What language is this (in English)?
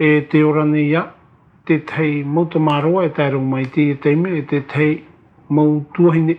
Tahitian